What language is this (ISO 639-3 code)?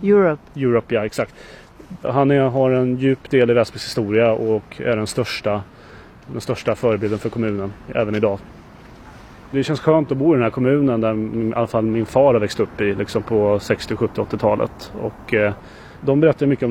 swe